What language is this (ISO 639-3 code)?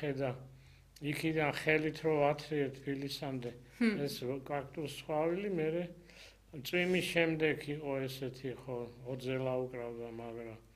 kat